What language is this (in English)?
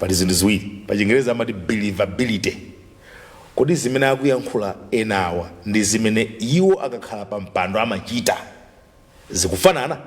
Nyanja